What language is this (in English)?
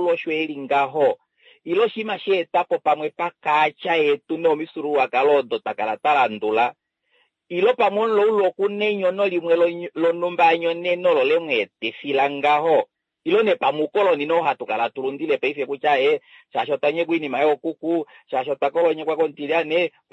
Kuanyama